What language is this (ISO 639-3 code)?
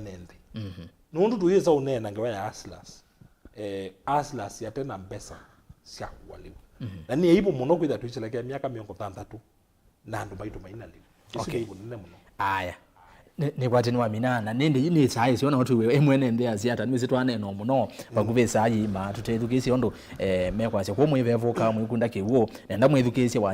kam